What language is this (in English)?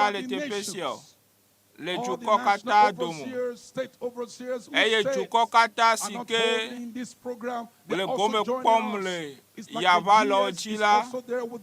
Ewe